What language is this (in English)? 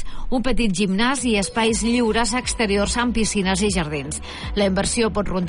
Catalan